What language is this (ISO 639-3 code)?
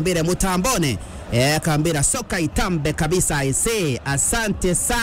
mer